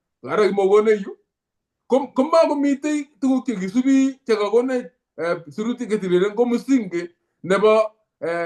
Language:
Kalenjin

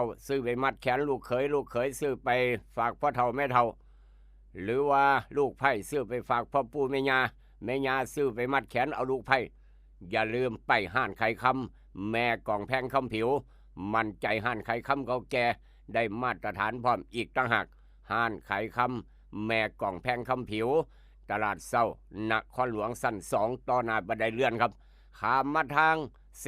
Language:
Northeastern Thai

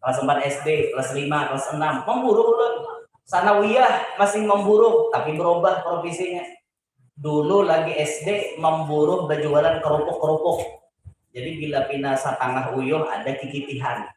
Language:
Banjar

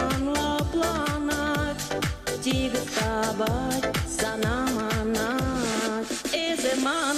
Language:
Chuvash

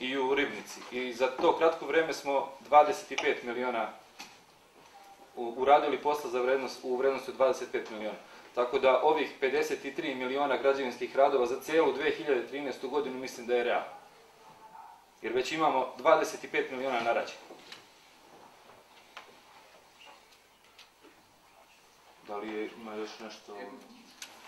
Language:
Serbian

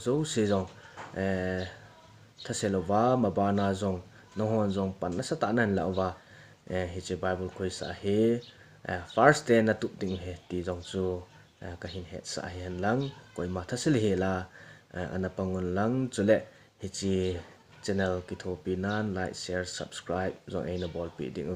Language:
Thado Chin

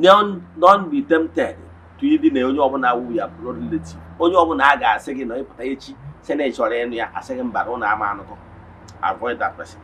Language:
Igbo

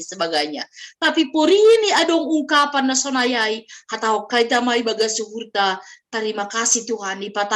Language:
Batak Simalungun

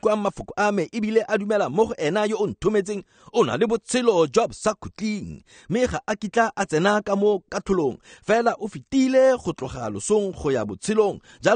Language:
Tswana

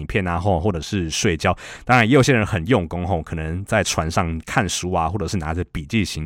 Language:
Chinese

